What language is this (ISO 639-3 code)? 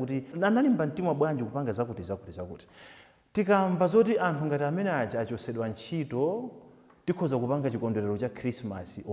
nya